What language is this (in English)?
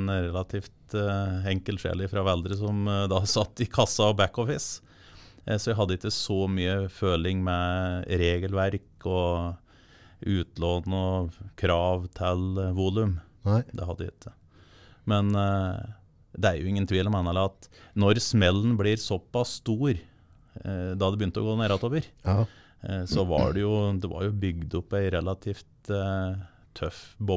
Norwegian